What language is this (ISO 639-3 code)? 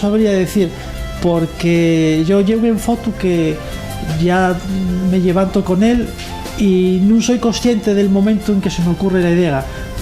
ast